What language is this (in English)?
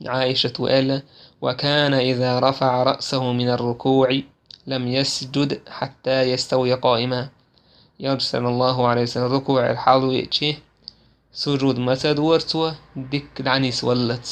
Chechen